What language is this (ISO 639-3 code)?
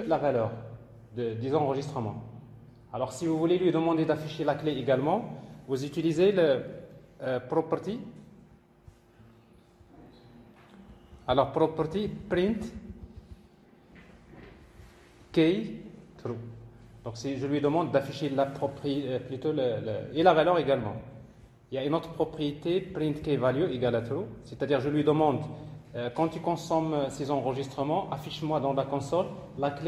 fra